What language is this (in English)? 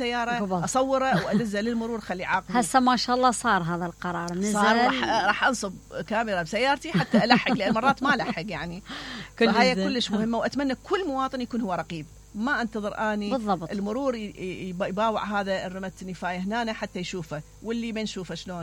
Mesopotamian Arabic